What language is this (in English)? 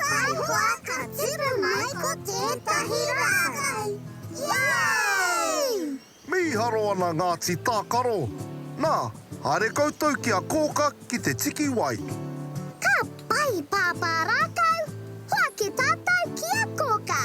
Māori